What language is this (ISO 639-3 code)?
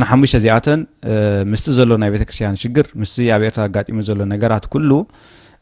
tir